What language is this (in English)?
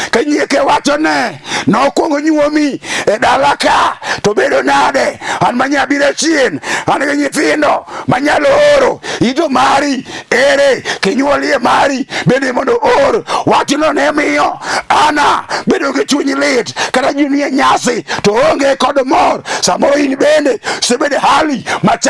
Luo (Kenya and Tanzania)